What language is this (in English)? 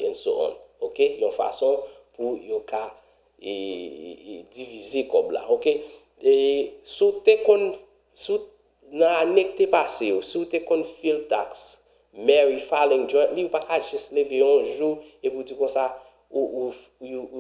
Haitian Creole